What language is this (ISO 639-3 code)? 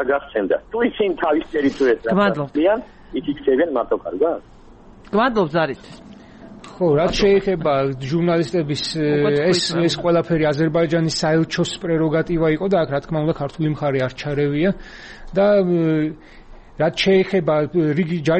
kat